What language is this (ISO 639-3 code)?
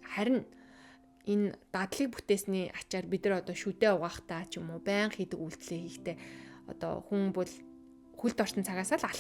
mon